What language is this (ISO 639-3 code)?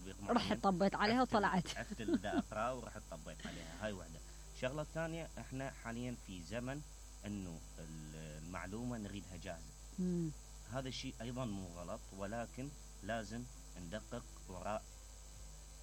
acm